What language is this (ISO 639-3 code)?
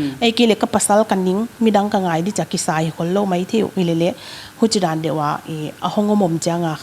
pck